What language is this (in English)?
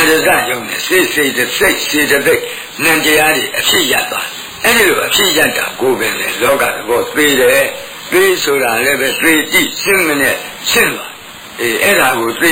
Burmese